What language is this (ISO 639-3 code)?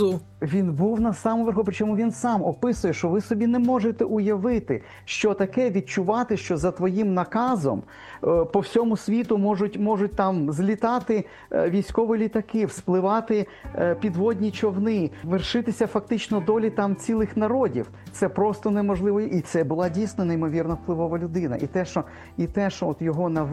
ukr